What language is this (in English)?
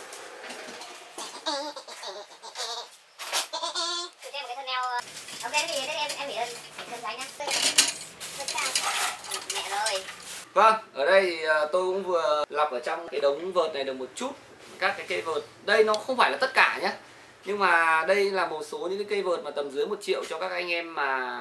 Vietnamese